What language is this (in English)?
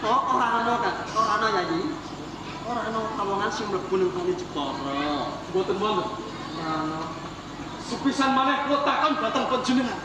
Javanese